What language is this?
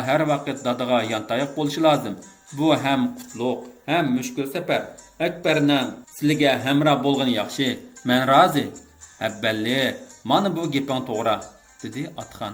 Uyghur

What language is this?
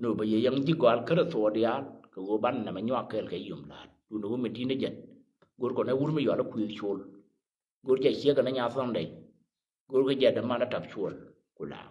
Nuer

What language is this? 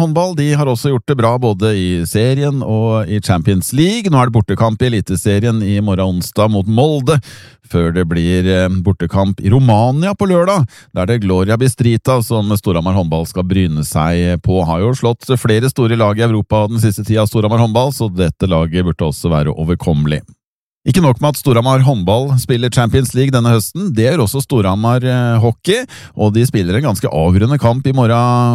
Norwegian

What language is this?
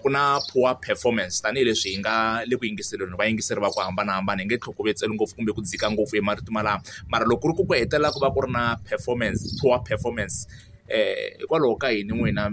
Tsonga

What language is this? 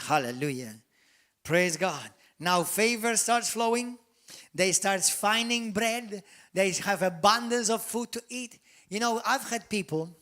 English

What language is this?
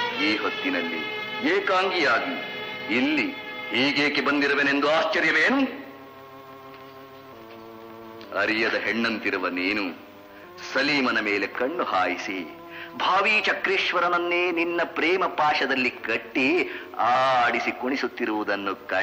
Kannada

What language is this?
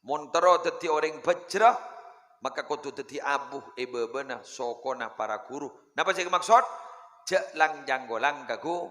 Madurese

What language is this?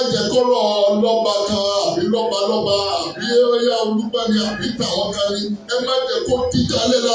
Yoruba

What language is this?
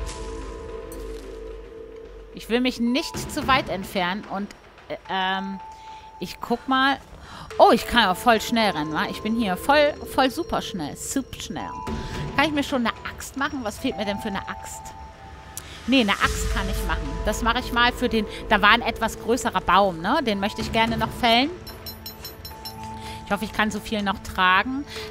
German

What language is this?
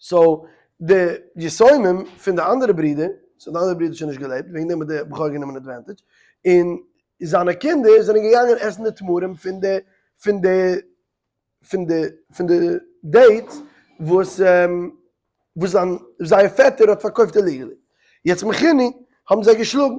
Yiddish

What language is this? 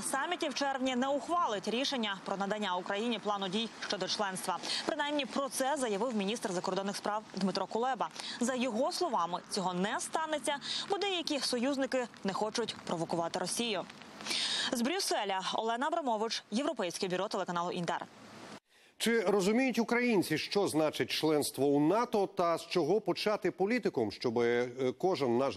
Ukrainian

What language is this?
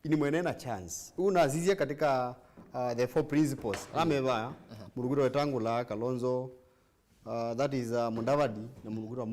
Kamba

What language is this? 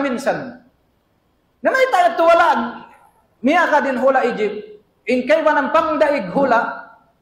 Tausug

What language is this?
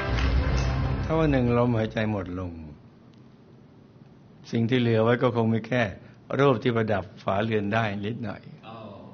Thai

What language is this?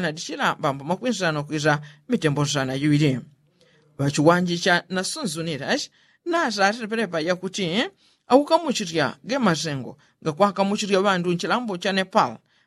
Yao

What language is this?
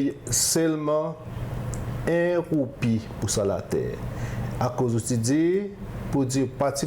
Seselwa Creole French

